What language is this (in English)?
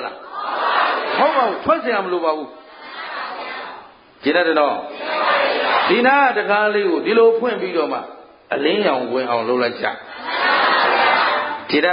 Burmese